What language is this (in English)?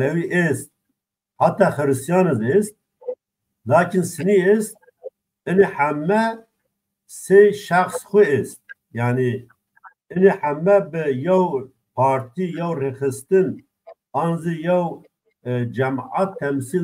Zaza